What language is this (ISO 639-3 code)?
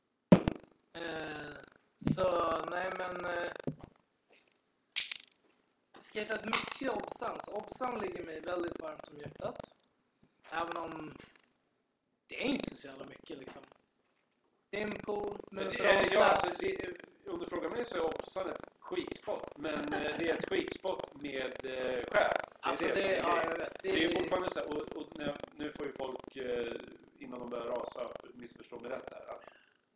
swe